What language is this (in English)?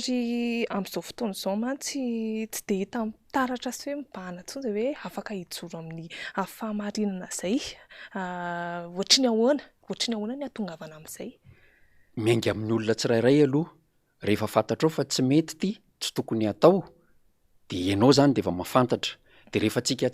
Malagasy